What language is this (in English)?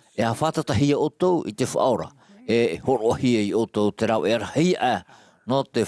Tahitian